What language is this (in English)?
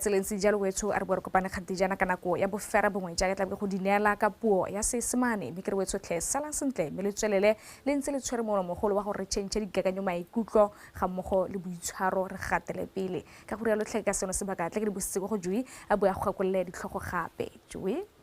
Tswana